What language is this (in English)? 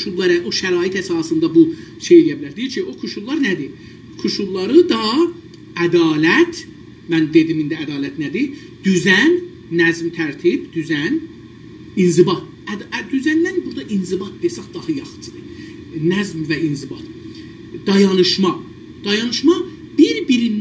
South Azerbaijani